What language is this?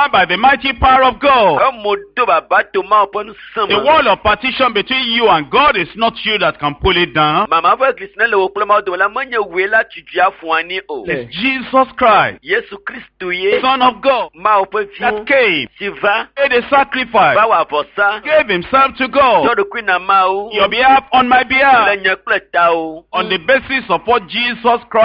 Ewe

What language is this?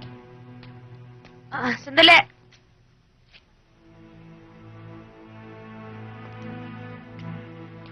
Filipino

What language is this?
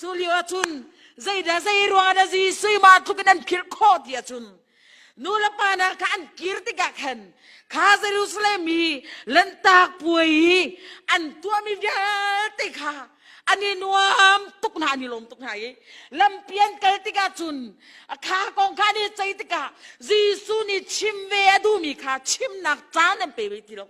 Hakha Chin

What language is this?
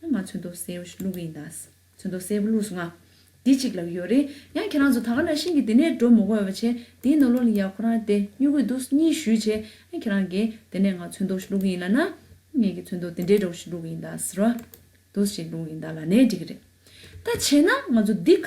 Tibetan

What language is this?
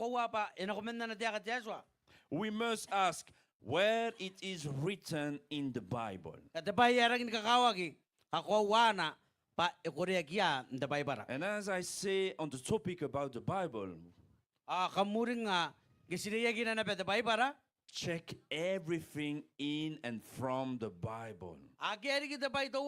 Gilbertese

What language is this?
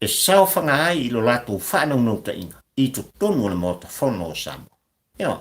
Samoan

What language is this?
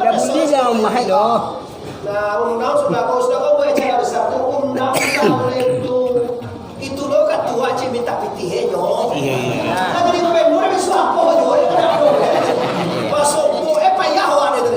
Minangkabau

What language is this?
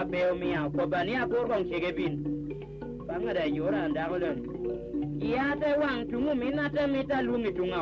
Lango (Uganda)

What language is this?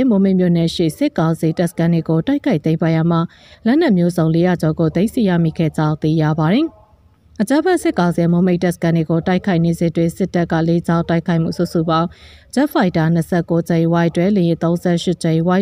Burmese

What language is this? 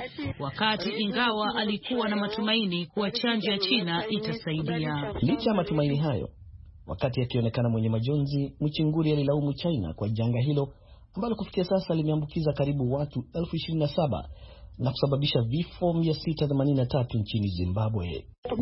Swahili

